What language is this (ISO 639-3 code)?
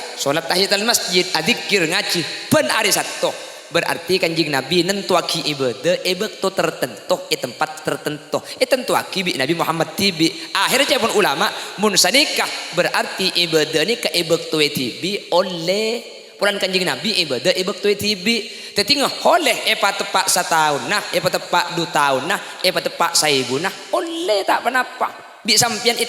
mad